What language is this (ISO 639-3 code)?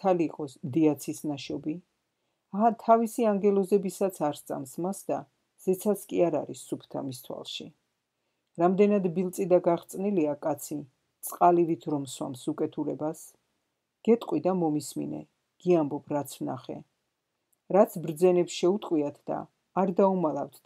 kat